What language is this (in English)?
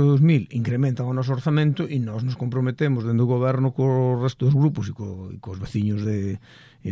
Galician